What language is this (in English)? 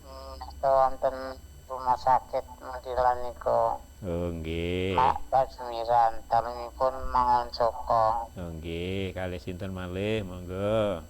Javanese